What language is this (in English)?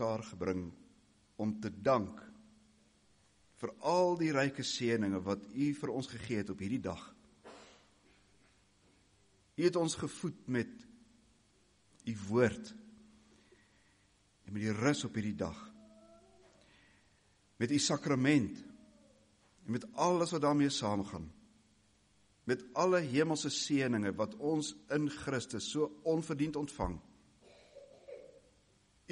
Afrikaans